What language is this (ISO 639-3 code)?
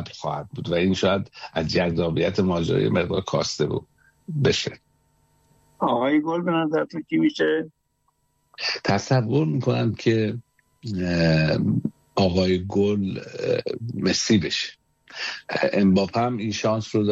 fas